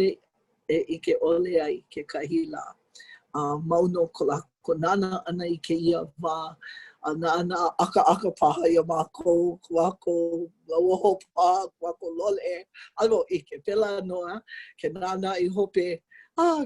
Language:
Hawaiian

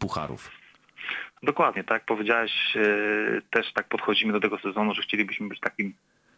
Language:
Polish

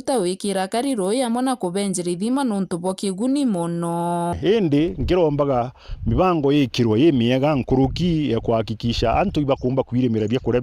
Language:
Meru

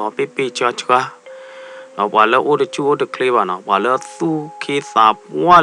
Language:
S'gaw Karen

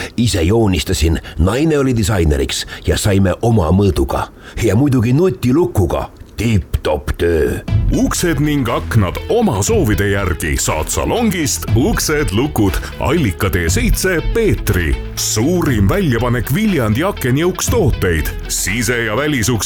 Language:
Estonian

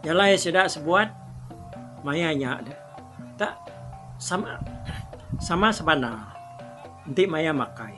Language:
Iban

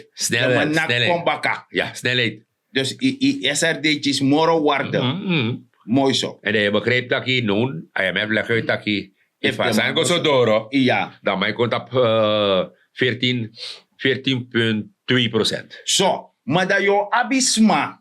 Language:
Sranan Tongo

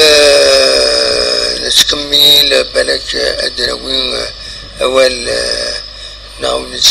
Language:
Kabyle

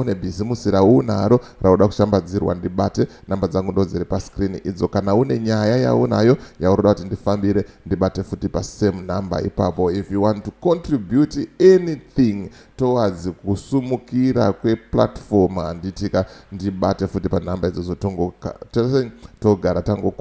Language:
Shona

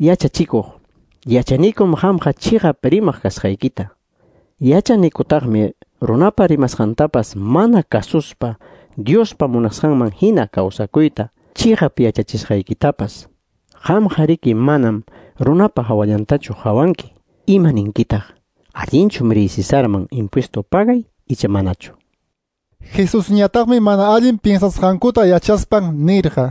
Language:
Quechua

